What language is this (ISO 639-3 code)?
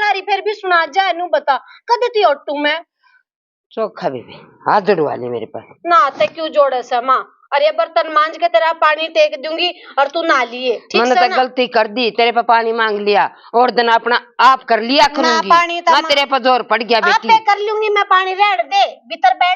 bgc